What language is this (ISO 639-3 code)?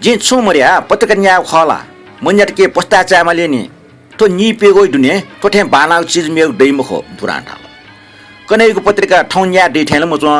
new